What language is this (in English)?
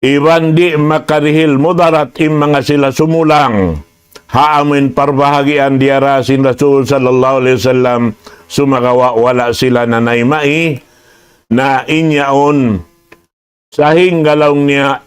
Tausug